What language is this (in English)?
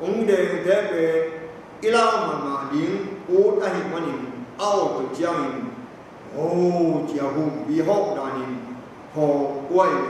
Tedim Chin